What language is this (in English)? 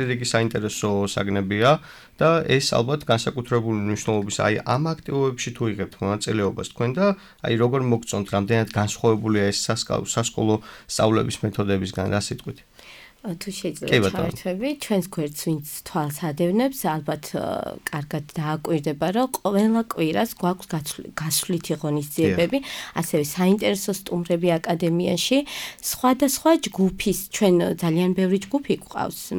Georgian